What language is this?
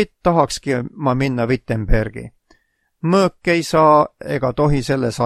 Estonian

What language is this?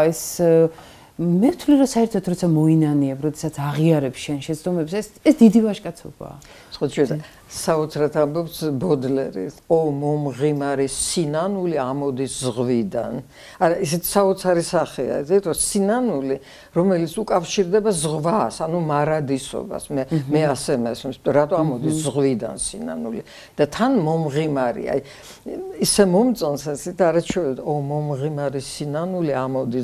Georgian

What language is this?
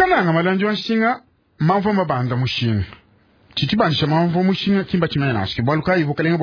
Luba-Lulua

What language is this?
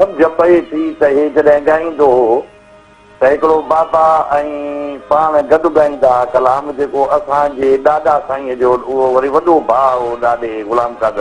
Sindhi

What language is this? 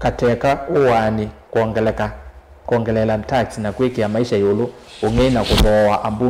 Kamba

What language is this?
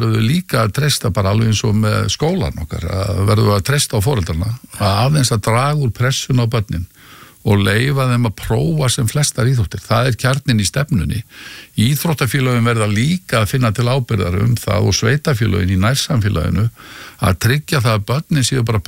Icelandic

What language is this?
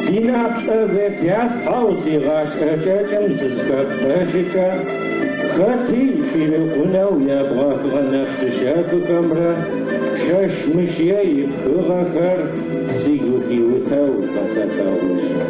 Adyghe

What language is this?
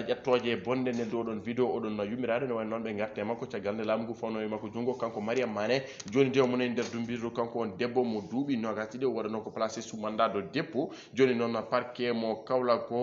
Fula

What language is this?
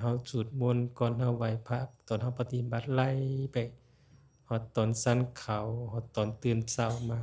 Lao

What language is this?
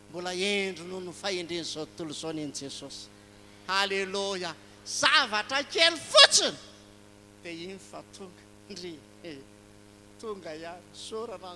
Malagasy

